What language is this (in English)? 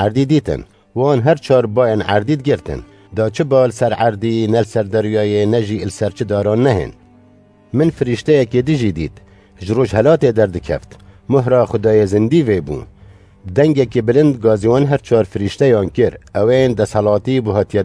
Kurdish